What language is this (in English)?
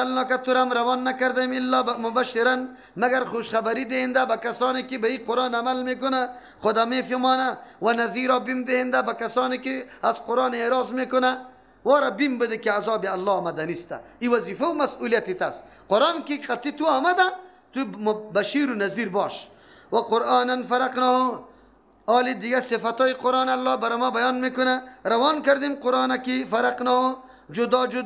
Persian